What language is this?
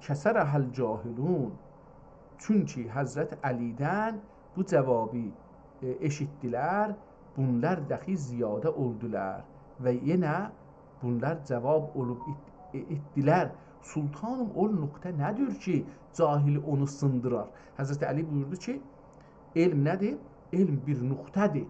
South Azerbaijani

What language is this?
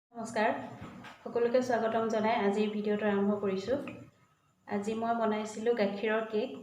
Assamese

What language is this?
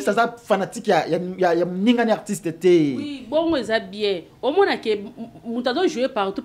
Lingala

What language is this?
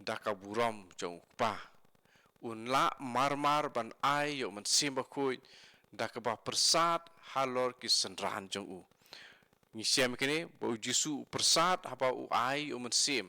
Khasi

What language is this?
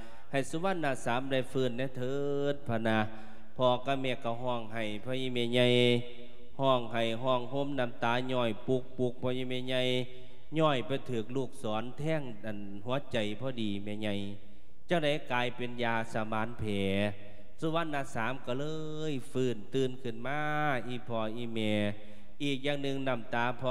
Lao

